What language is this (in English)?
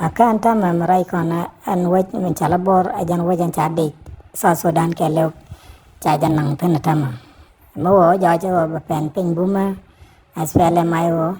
Nuer